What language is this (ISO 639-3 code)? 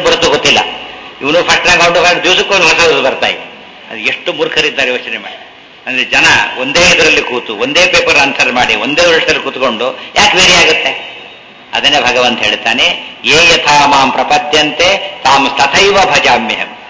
kan